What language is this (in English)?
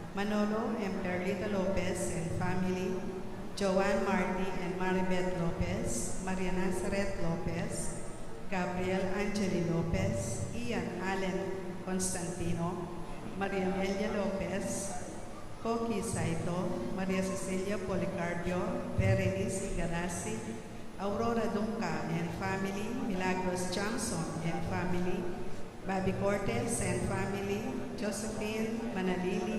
Pampanga